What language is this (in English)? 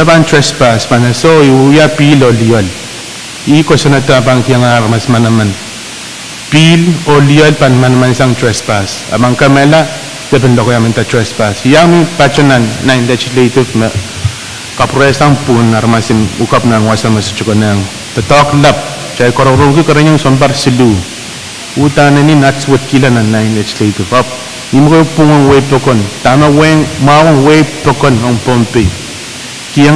Pohnpeian